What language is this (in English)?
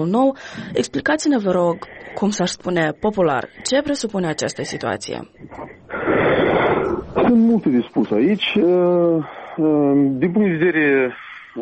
Romanian